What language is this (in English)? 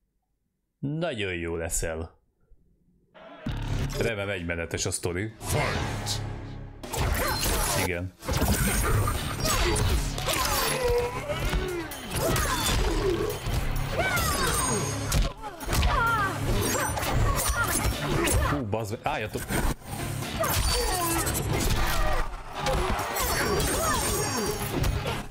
Hungarian